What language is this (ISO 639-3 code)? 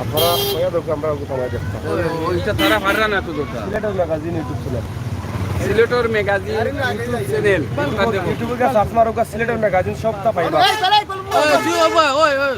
syl